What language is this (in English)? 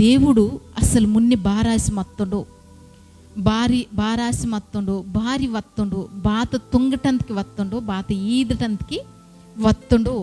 Koya